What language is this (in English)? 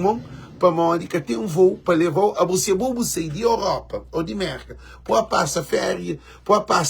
Kabuverdianu